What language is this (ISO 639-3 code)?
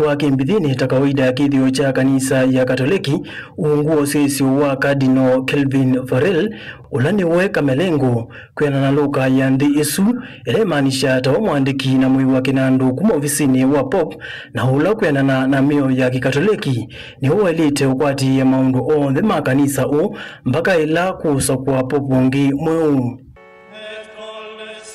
kam